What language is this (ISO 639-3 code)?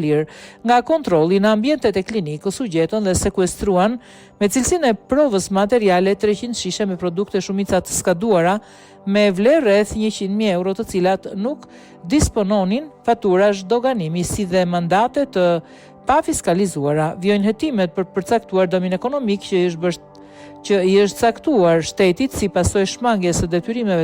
sqi